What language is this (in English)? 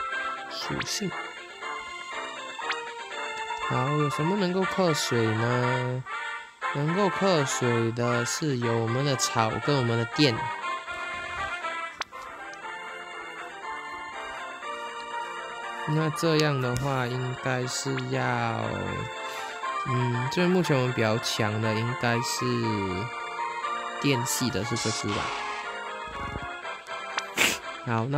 Chinese